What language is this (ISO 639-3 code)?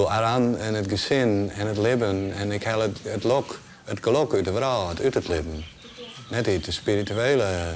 fry